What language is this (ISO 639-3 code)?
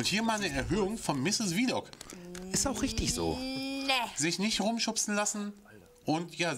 deu